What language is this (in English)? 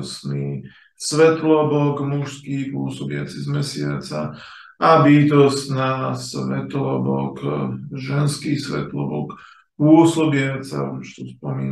Slovak